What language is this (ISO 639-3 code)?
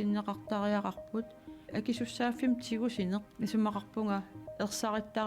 kal